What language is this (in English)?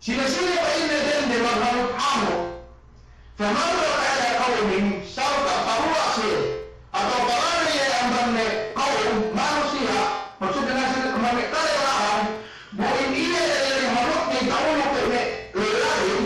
Yakan